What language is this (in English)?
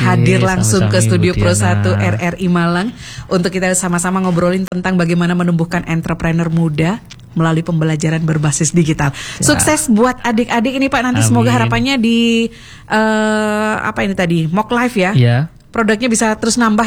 Indonesian